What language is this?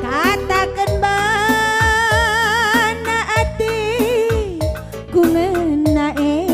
Batak Karo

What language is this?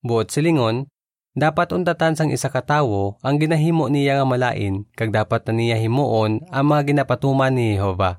Hiligaynon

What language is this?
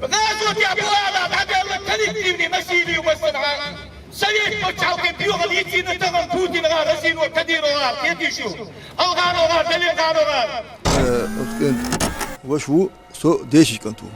Chechen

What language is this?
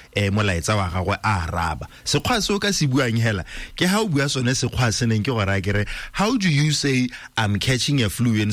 Tswana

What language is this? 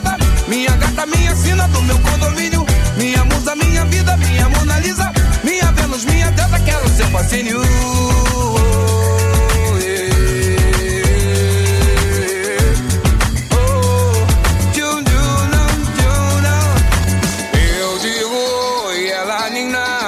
Portuguese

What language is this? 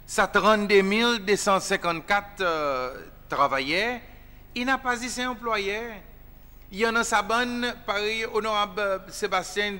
Seselwa Creole French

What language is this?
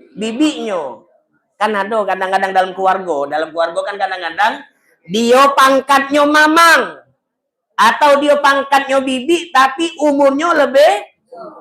Musi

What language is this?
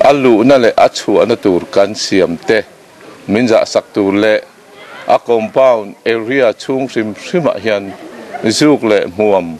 Mizo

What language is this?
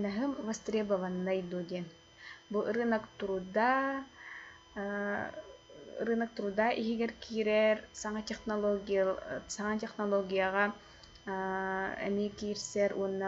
Yakut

